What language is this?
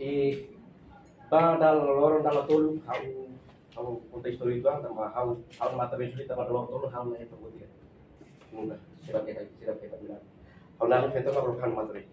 Tetum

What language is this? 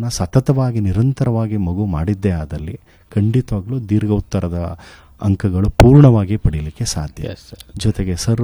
Kannada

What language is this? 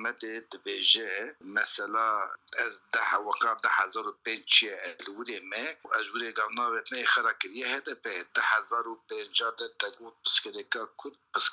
Kurdish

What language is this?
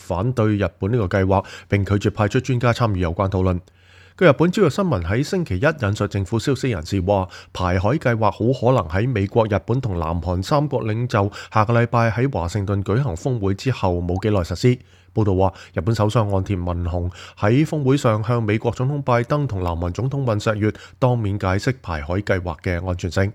Cantonese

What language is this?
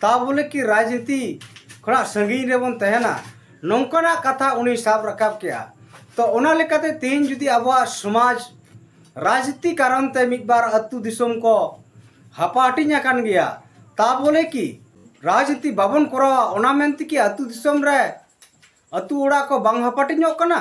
Santali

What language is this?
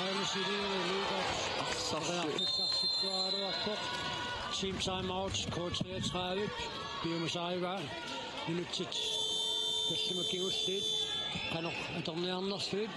Kalaallisut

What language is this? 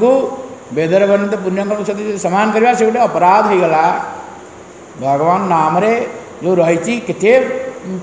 Odia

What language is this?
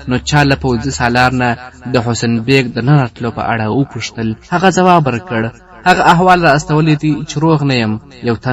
Pashto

